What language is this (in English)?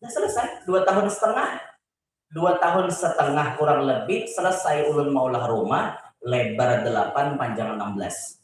Banjar